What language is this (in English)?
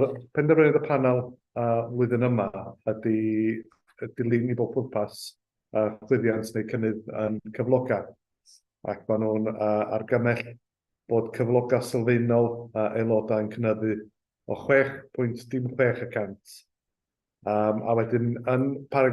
Welsh